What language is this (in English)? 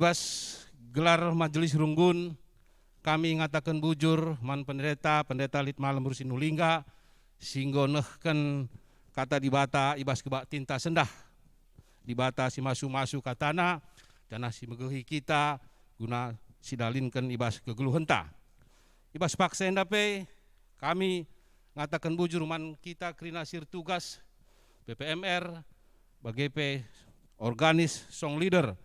Batak Karo